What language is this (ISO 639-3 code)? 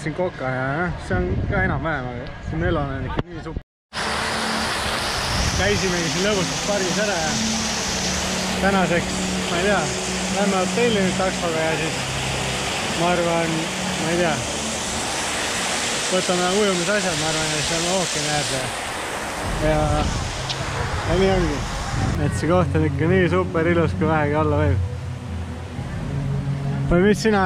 est